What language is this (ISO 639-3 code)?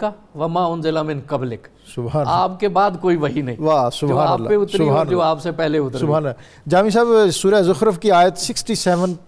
urd